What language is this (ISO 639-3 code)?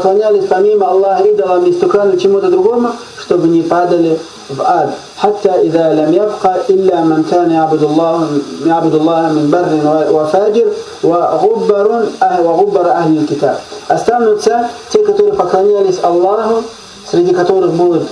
rus